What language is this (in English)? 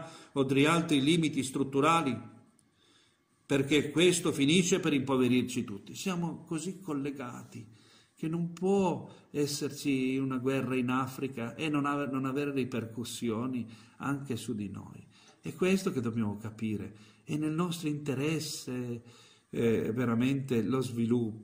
Italian